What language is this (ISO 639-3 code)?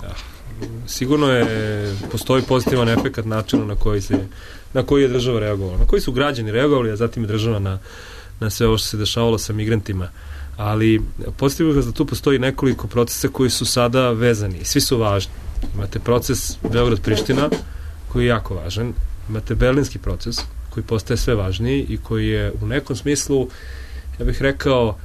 srp